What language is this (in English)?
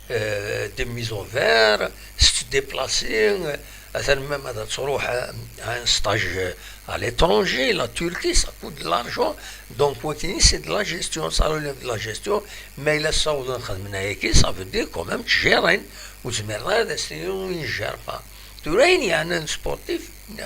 Kabyle